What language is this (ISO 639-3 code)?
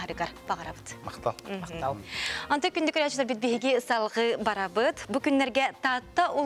sah